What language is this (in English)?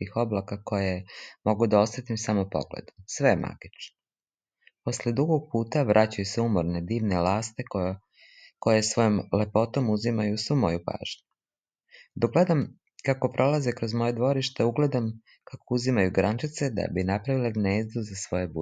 Serbian